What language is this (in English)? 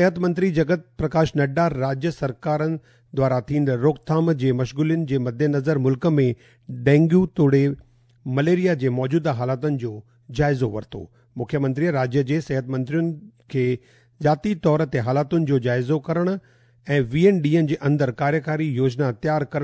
Sindhi